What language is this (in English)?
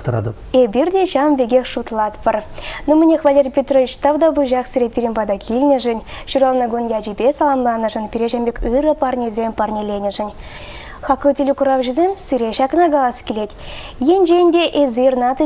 Chuvash